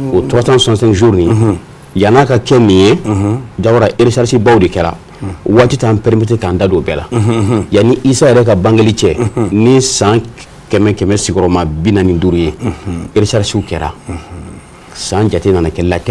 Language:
Bambara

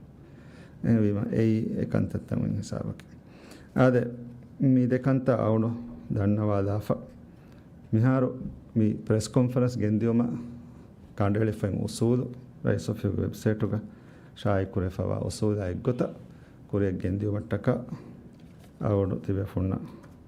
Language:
Divehi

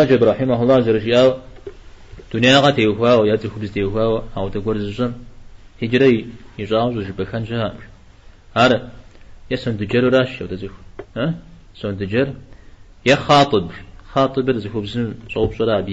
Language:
Kabardian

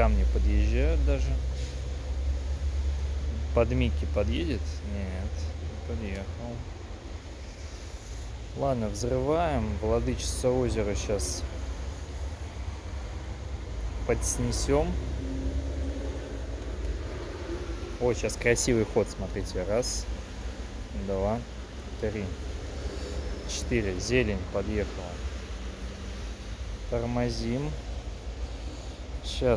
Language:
Russian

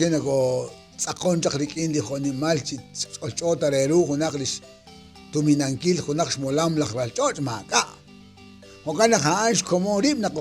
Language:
Kekchí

